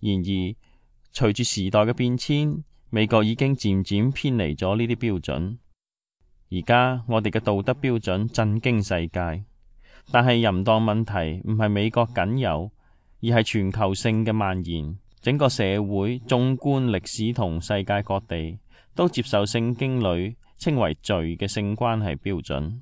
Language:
Cantonese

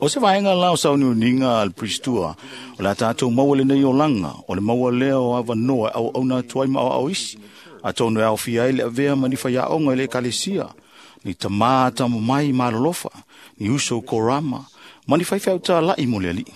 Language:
Samoan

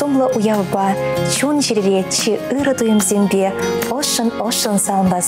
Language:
Chuvash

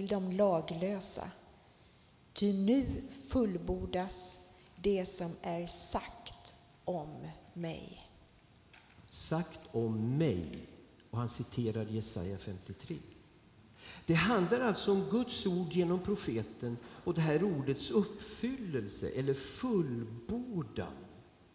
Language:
Swedish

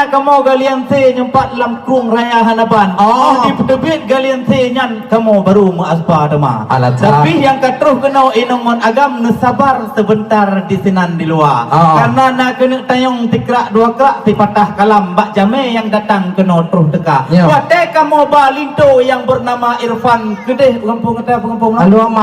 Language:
Achinese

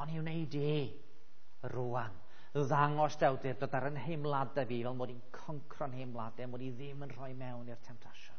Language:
Welsh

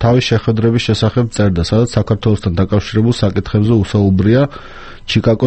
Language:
Georgian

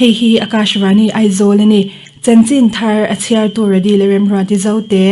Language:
Mizo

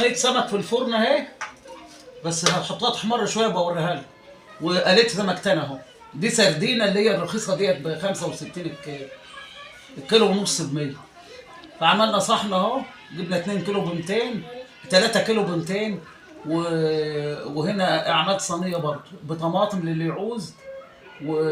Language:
Egyptian Arabic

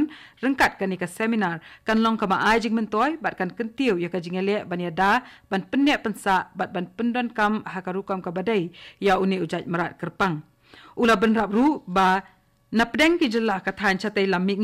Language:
Khasi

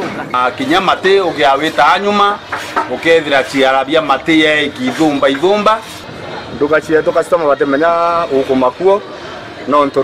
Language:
Meru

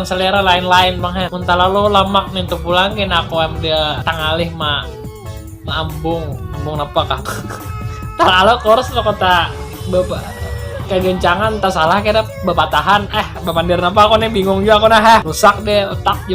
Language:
Banjar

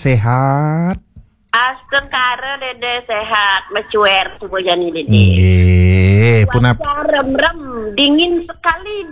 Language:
Balinese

